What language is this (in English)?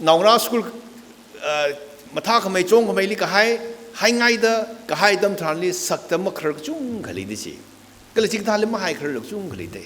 Tangkhul Naga (India)